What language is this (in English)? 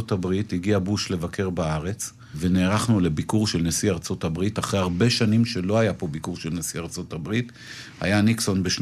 Hebrew